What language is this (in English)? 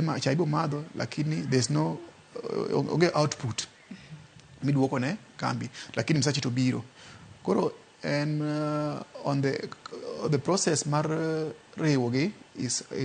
Luo (Kenya and Tanzania)